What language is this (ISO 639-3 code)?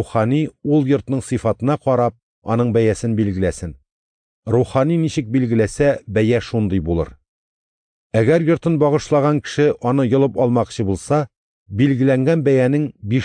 tat